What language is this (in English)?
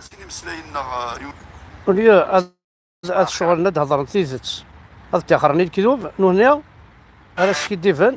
Kabyle